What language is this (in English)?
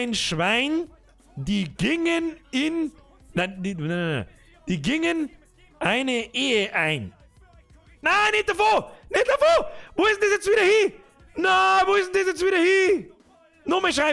Bavarian